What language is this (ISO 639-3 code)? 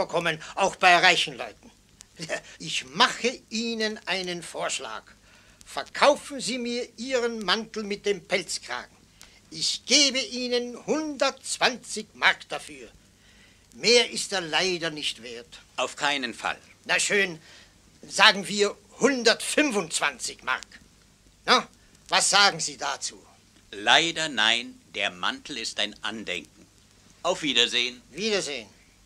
deu